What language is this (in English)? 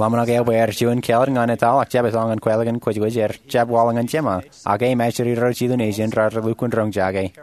Marshallese